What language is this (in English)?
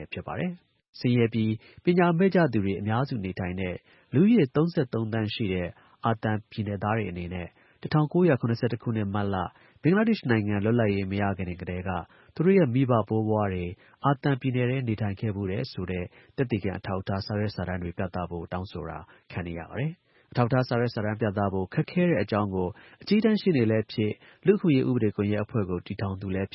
Burmese